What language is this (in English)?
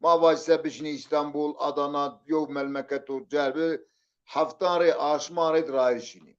Zaza